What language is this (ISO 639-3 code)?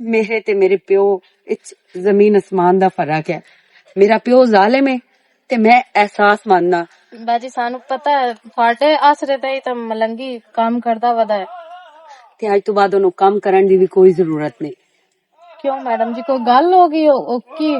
lah